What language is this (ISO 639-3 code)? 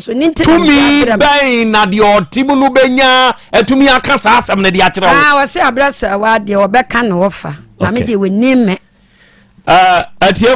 aka